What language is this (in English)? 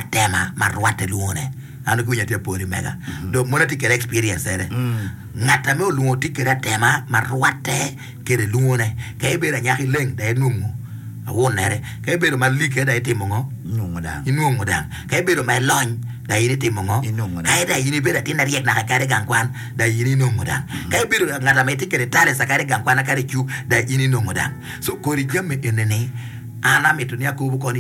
Acoli